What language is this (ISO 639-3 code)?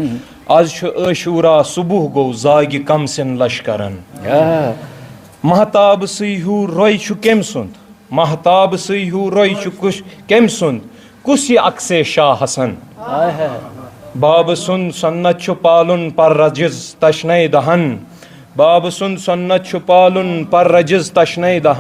kas